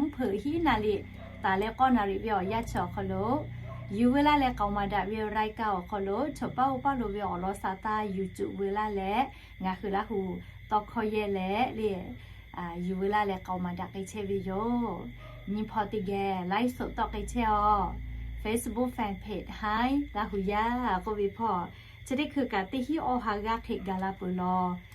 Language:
Lahu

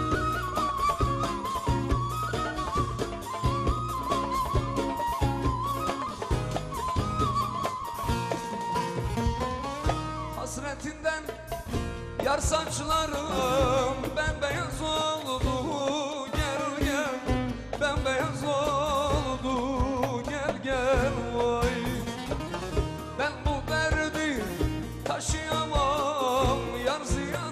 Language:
Turkish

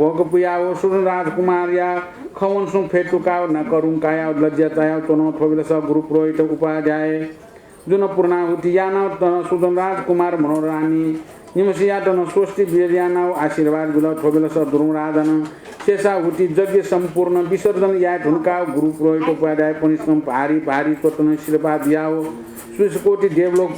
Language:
Newari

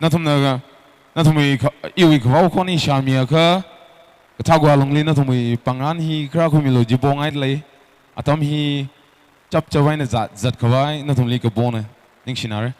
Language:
Tangkhul Naga (India)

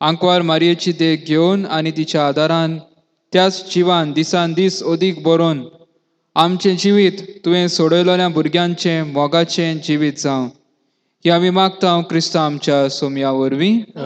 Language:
Konkani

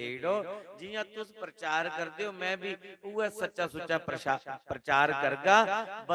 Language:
Dogri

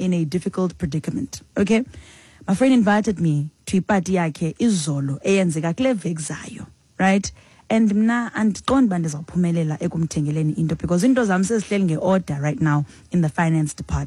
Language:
Xhosa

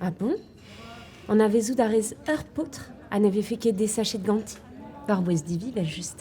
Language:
Breton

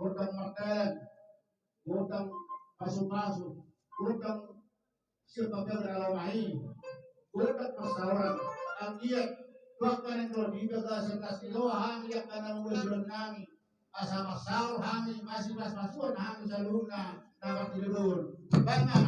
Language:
Batak Toba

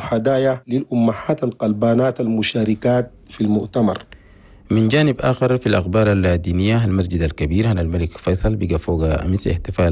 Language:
Chadian Arabic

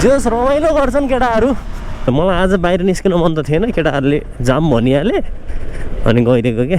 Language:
Nepali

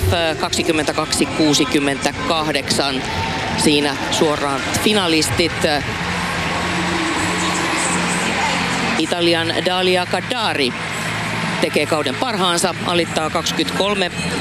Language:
Finnish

